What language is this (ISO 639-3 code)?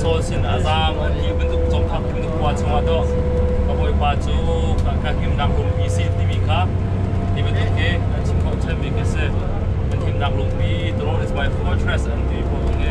cnh